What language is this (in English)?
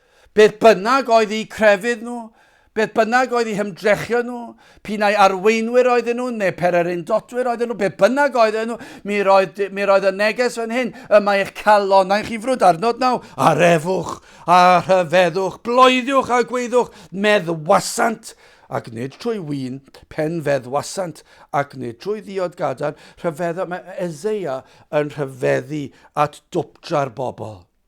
Welsh